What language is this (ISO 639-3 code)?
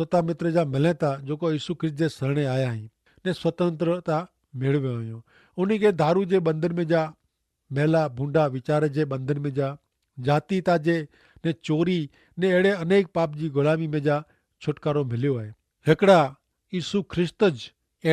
kfr